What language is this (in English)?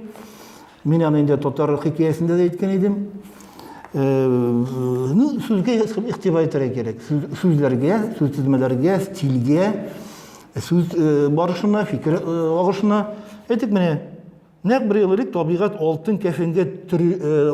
Tatar